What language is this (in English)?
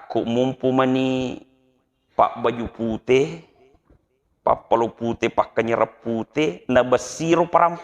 Buginese